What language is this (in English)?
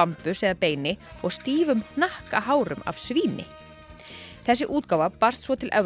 Icelandic